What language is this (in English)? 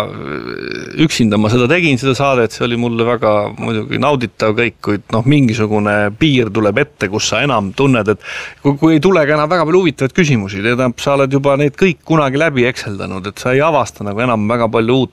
Estonian